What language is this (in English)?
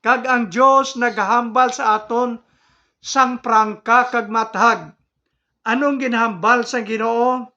Hiligaynon